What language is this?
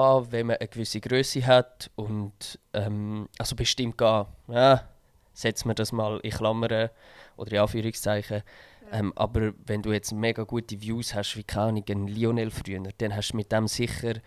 Swiss German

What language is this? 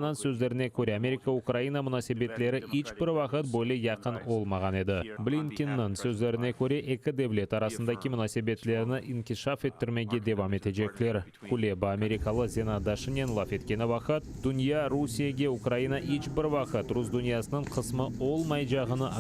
Crimean Tatar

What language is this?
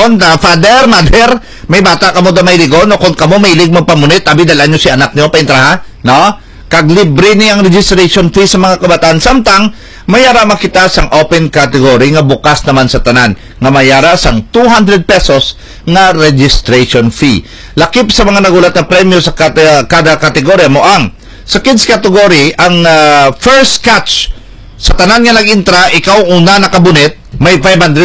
Hiligaynon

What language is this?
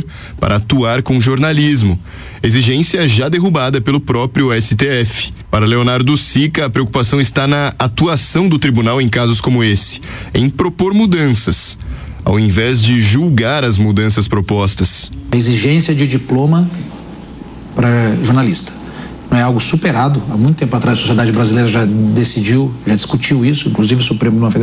Portuguese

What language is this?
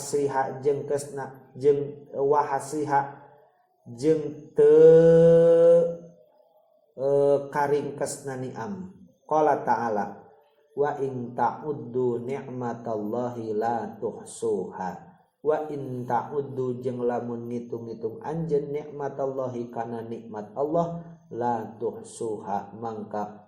Sundanese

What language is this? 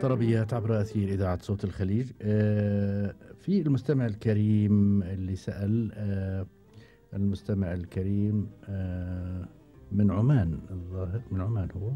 Gulf Arabic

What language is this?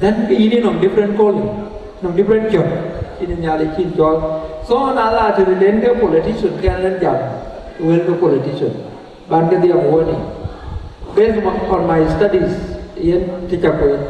Dinka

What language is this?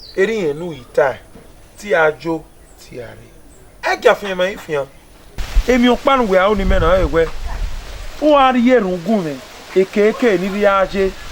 Bini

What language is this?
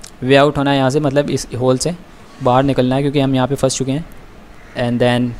Hindi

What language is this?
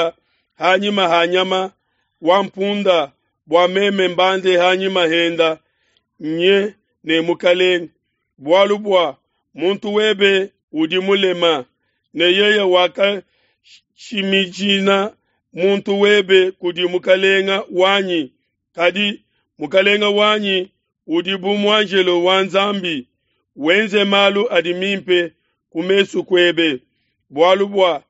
Luba-Lulua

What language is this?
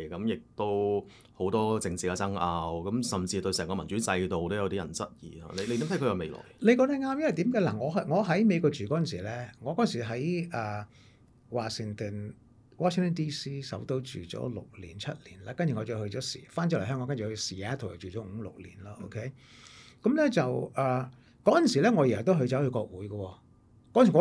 Cantonese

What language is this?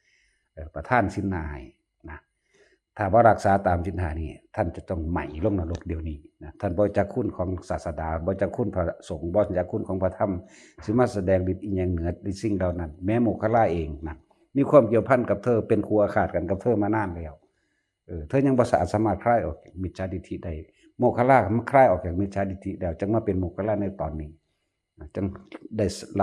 Northeastern Thai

